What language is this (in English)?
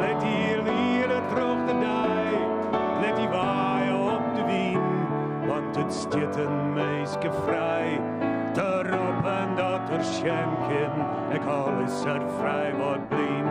Western Frisian